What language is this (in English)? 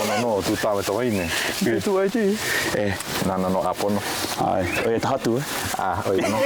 Hawaiian